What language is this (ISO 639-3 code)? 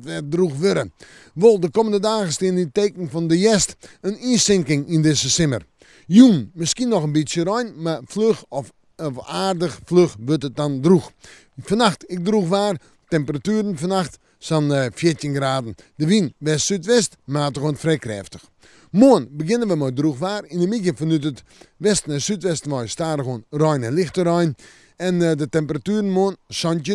fry